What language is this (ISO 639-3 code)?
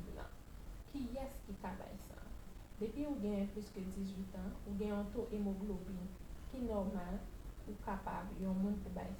hat